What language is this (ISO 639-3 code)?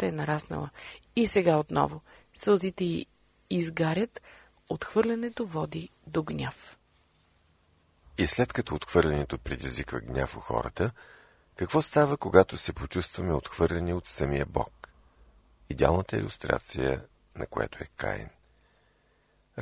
bul